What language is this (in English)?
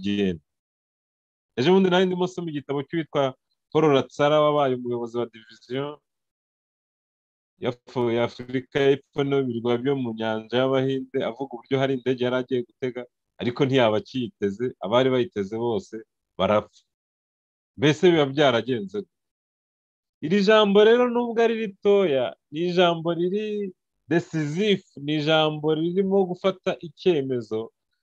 Kinyarwanda